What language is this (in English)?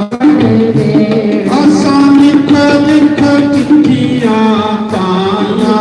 Dogri